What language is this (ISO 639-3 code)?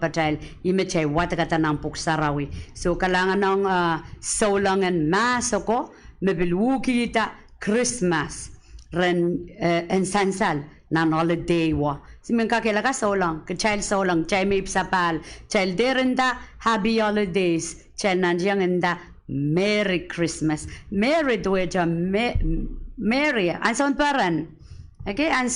pon